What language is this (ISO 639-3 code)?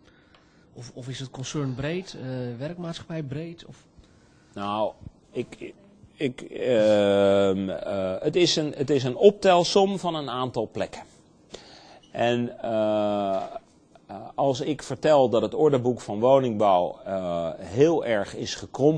nld